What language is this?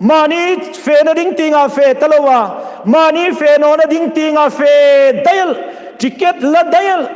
Hmar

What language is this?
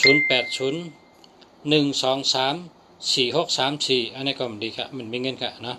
Shan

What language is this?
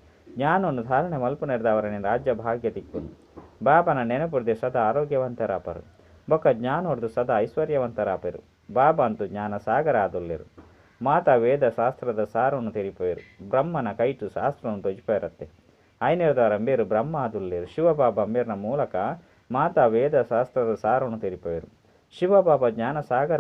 Tulu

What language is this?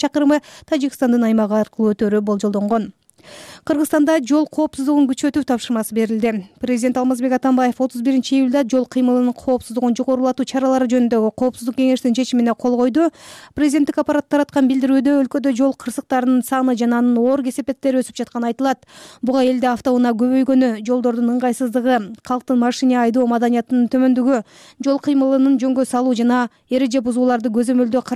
Kyrgyz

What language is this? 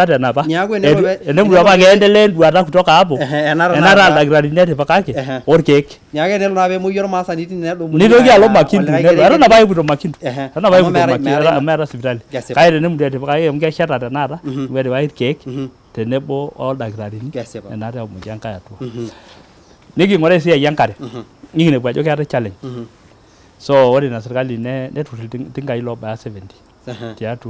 Masai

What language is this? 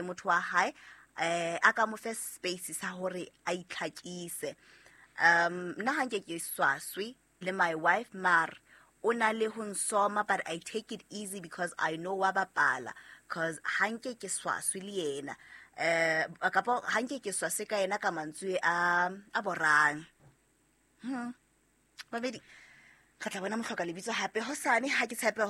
Southern Sotho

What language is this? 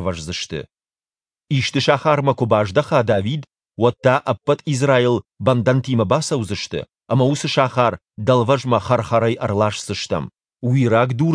Ossetic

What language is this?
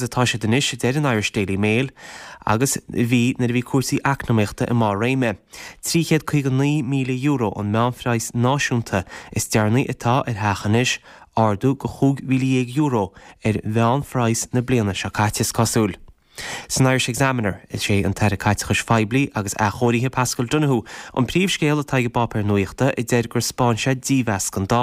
Irish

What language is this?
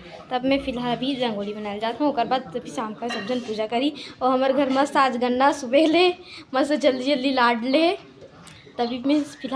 Chhattisgarhi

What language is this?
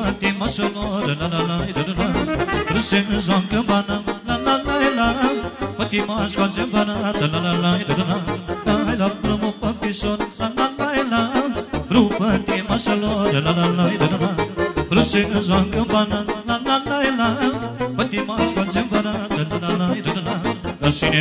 Romanian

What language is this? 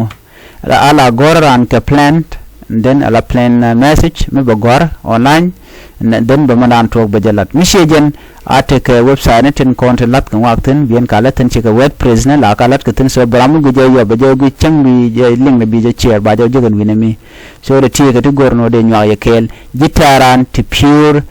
Nuer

